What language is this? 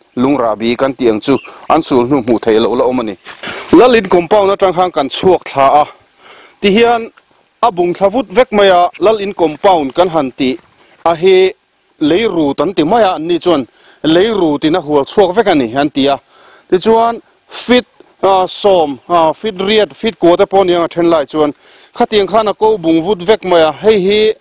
Mizo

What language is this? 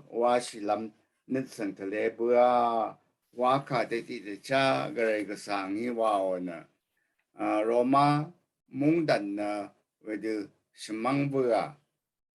Rawang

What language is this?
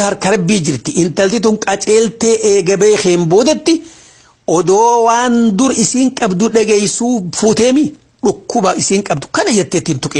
Oromo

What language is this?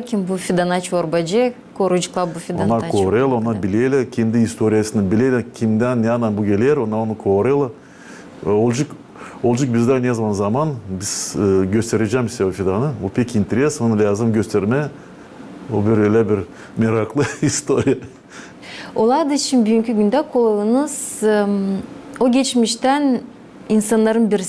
Gagauz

